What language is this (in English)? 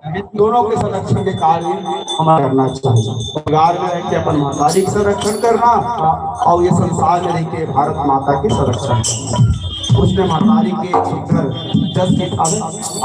Chhattisgarhi